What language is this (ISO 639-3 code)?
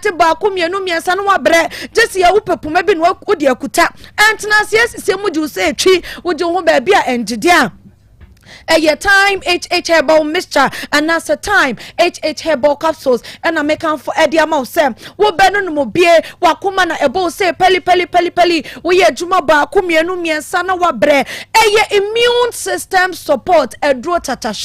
aka